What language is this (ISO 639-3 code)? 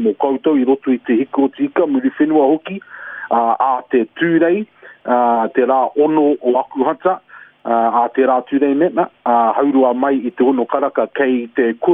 mri